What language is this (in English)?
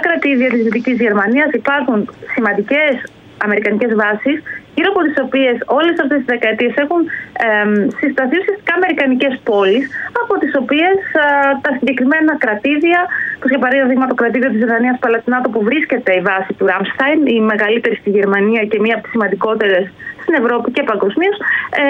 Greek